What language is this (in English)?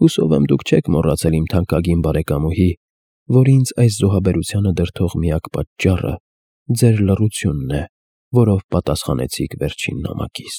Armenian